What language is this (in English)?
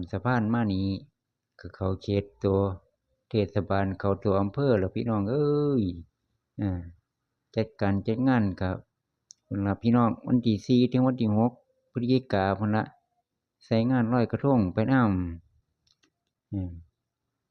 Northeastern Thai